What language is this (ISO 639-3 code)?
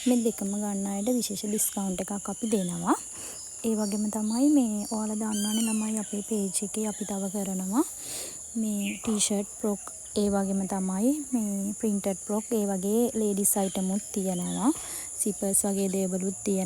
sin